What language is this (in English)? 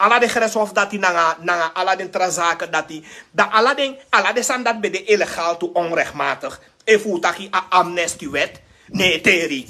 Sranan Tongo